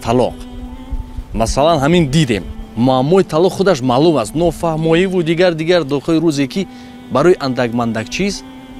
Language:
Tajik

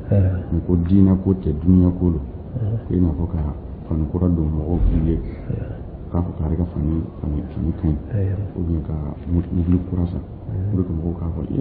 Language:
Dyula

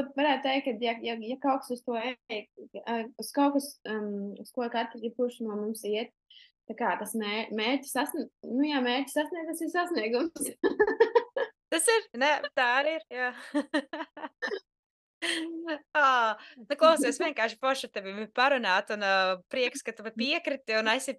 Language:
Latvian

